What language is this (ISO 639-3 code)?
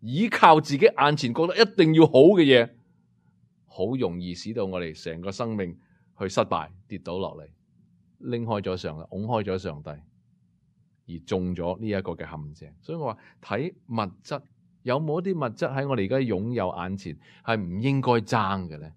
yue